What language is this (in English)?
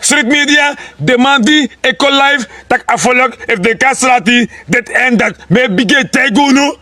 Sranan Tongo